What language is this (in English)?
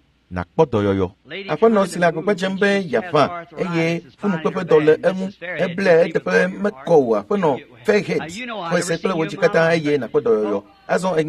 Ewe